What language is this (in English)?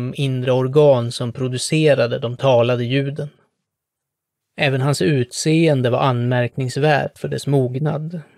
Swedish